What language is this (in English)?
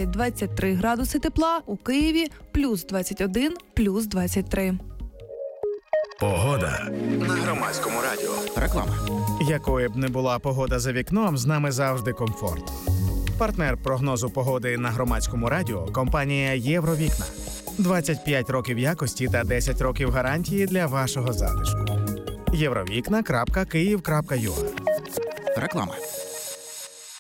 Ukrainian